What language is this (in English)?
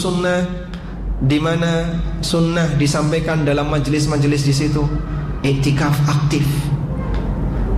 Indonesian